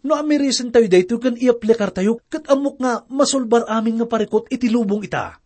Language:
Iloko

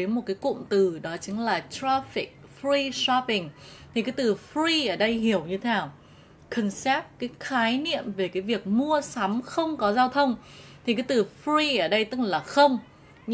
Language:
Vietnamese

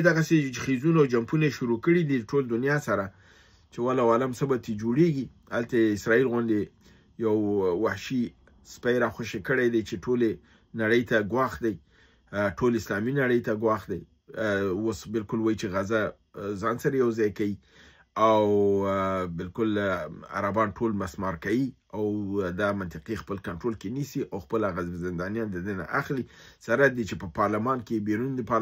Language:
Pashto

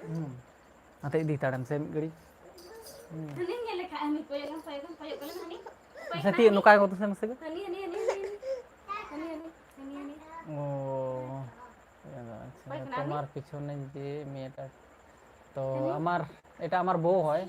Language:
Santali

